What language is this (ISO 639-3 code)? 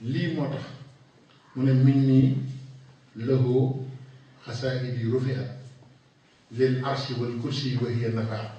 wol